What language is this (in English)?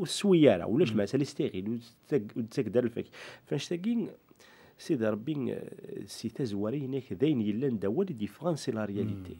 Kabyle